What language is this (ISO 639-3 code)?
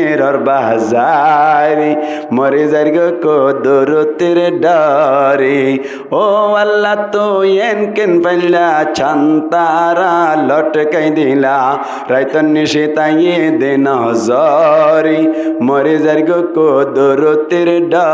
rhg